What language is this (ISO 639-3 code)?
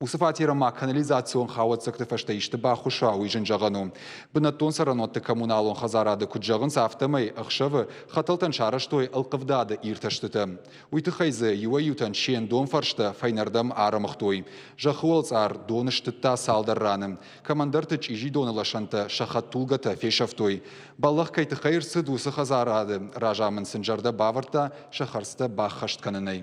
oss